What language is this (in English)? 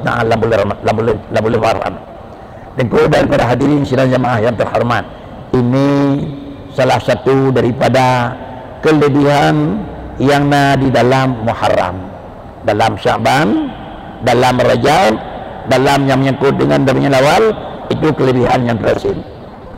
Achinese